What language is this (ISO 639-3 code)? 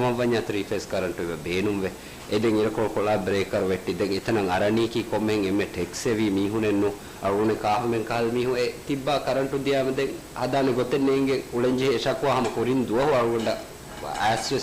div